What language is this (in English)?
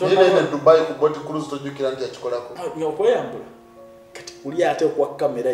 Ganda